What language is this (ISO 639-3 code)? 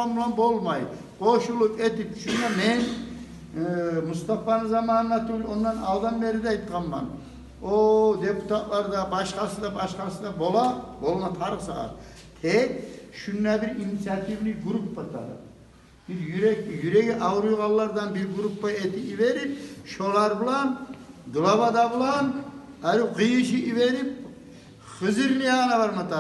kum